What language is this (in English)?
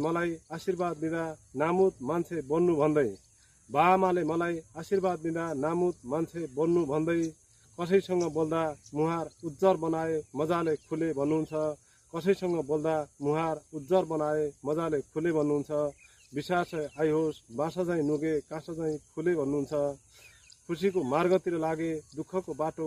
Nepali